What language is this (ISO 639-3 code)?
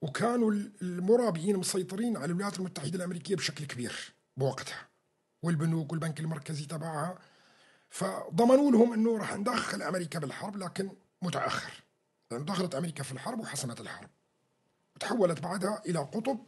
apc